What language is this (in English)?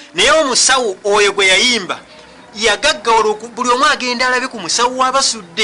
Ganda